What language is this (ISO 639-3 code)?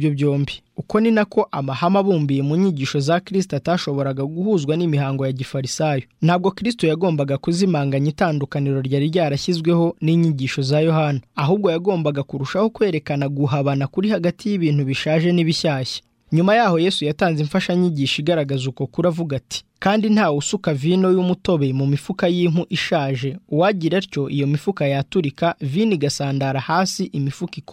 kin